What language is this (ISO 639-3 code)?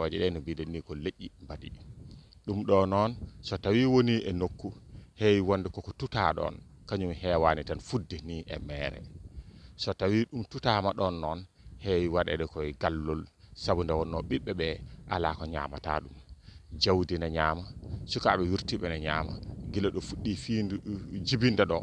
ful